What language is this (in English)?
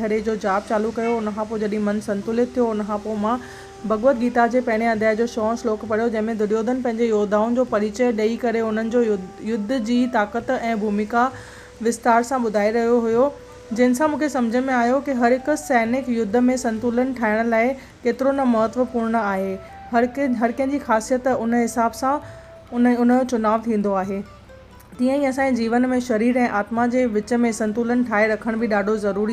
Sindhi